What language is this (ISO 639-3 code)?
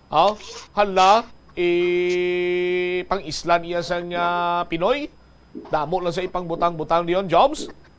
hil